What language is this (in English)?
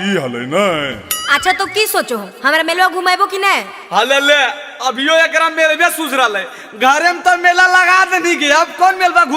Magahi